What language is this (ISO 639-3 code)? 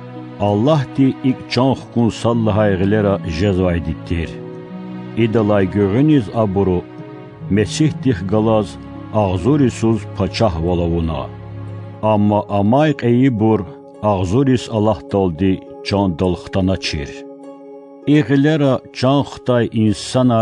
lez